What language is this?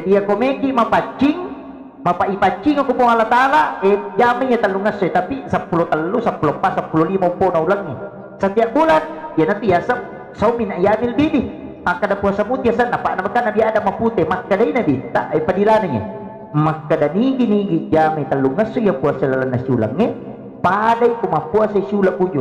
Buginese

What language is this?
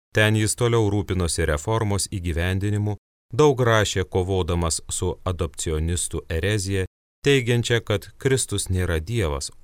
Lithuanian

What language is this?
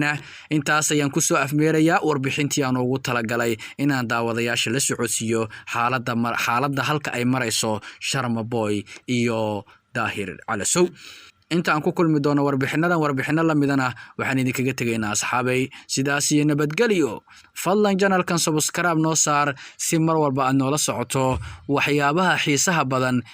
Somali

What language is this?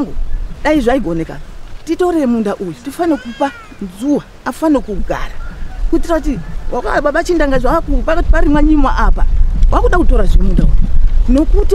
Shona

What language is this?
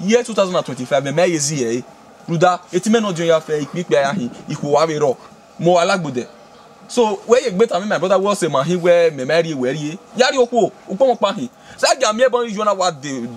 Bini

